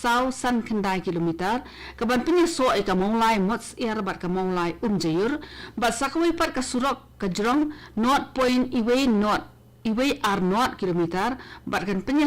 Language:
Khasi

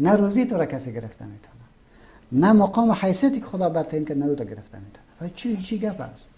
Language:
Persian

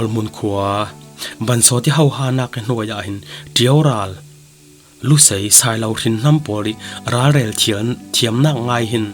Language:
Falam Chin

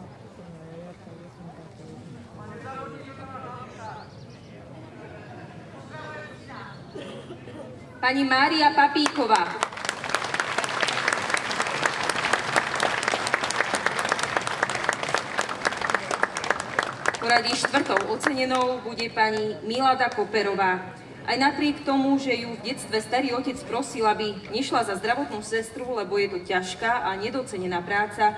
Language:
Slovak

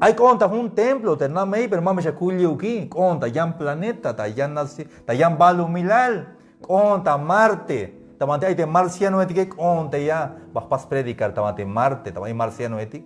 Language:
Tzeltal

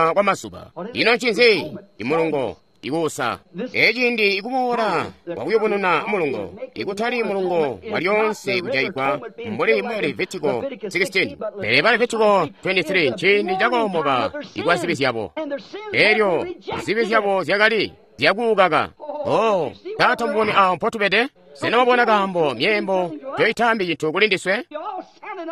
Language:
Tonga (Zambia)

